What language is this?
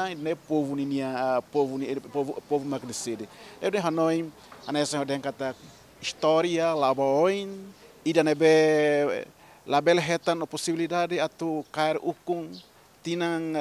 Tetum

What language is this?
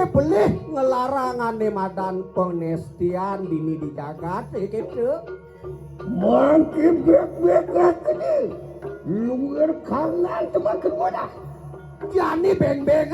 Balinese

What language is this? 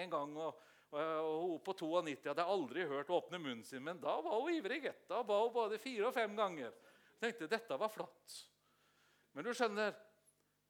Norwegian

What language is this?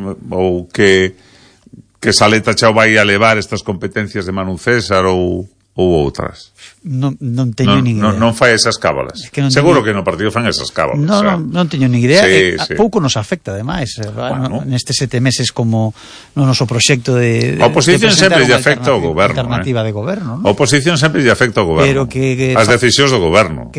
Galician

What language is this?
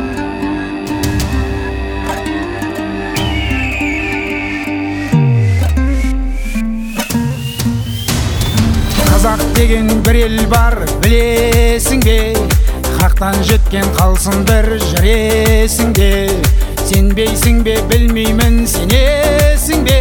Kazakh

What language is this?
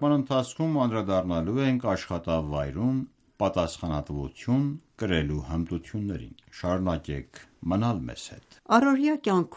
Armenian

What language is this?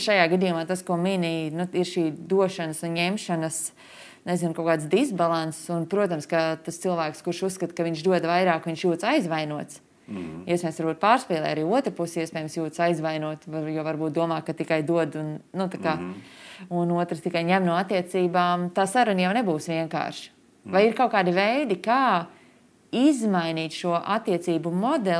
Latvian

